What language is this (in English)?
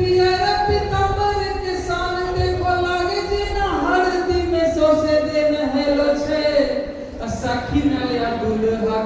Angika